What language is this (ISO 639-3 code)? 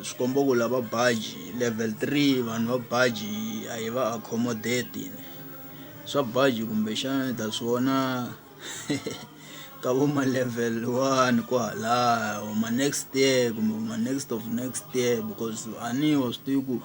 tso